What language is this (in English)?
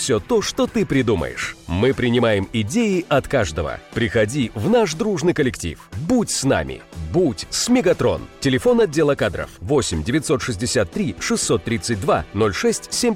Russian